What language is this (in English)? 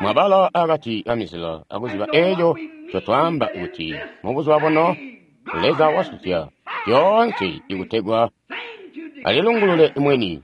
Tonga (Zambia)